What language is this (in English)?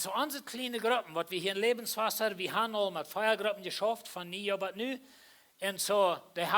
Plautdietsch